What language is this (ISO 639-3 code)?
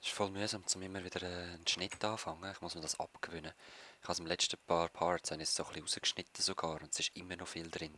gsw